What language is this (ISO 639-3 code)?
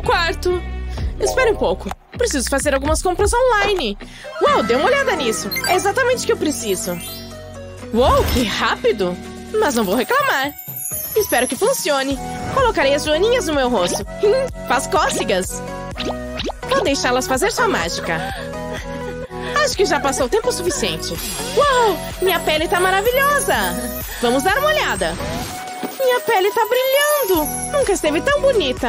por